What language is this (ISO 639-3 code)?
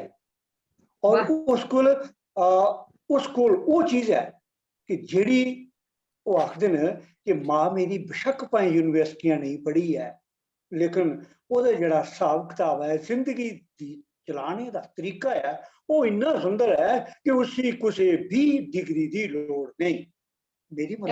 doi